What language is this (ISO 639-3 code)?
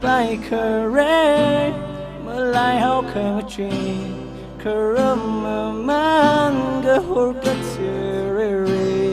nmf